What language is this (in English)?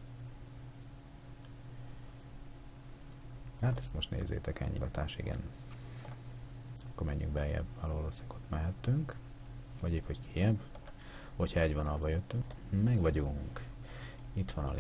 Hungarian